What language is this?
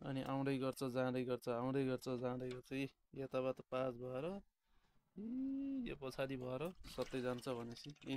Nepali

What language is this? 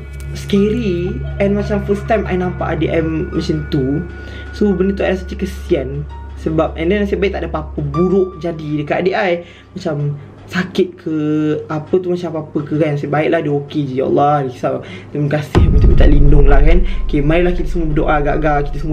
Malay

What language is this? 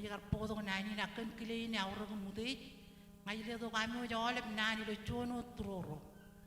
Marshallese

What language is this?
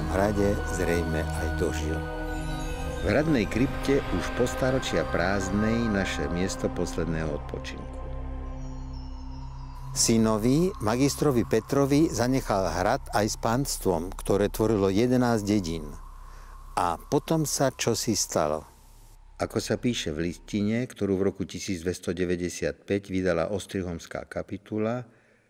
Slovak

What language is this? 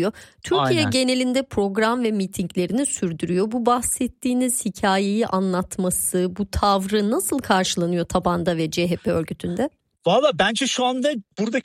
Turkish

